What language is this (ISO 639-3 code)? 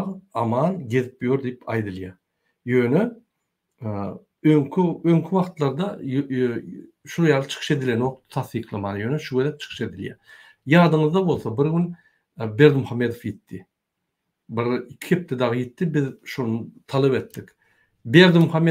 tuk